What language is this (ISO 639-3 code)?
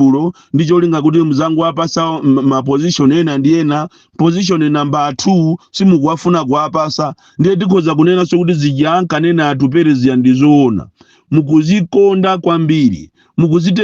nya